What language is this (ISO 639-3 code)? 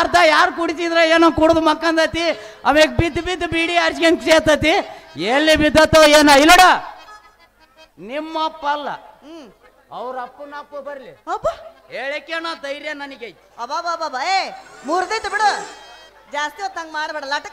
kan